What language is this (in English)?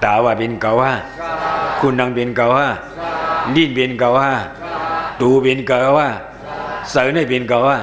Shan